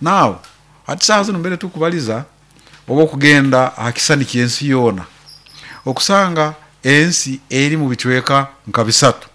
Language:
Nyoro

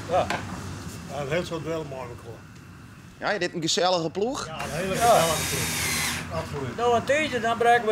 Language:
Western Frisian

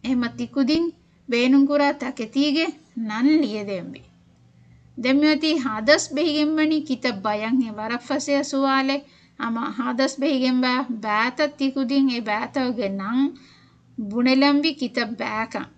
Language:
Divehi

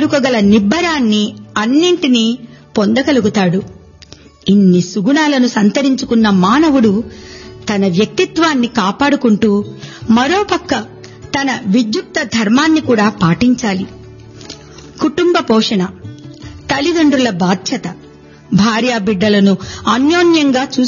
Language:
Telugu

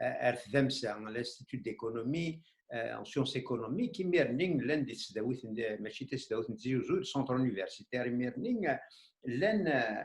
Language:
Kabyle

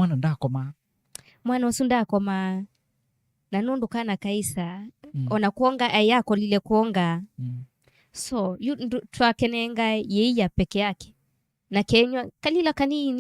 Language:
Kamba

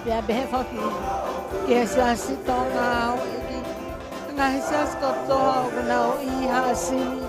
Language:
Tongan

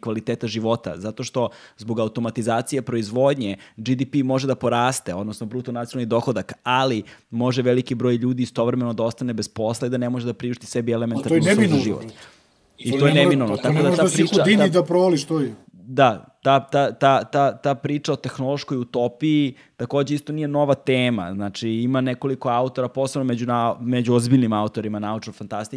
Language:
Serbian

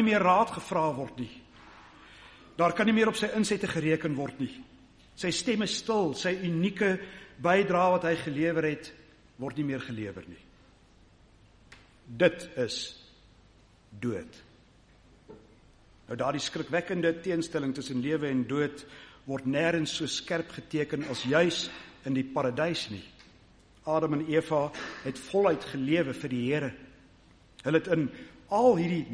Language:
Afrikaans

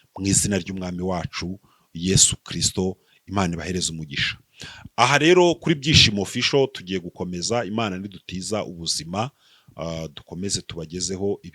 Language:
Kinyarwanda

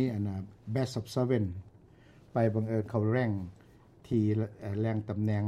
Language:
Lao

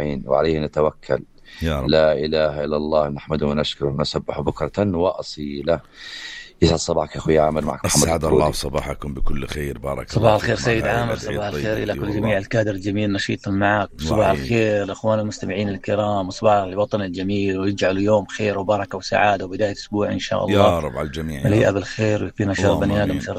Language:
North Levantine Arabic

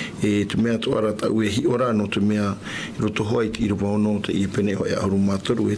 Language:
Tahitian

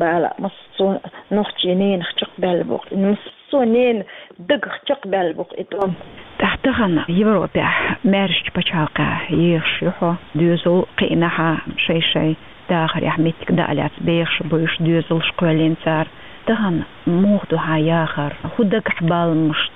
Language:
Chechen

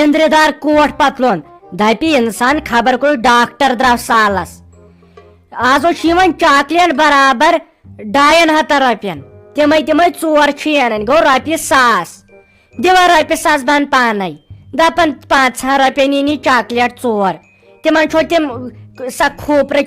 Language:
Kashmiri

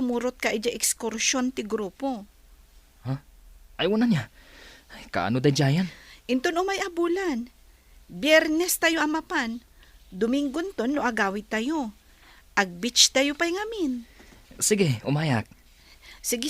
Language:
Iloko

